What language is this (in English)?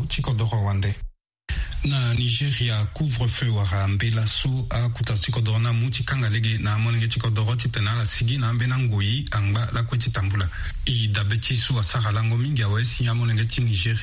Sango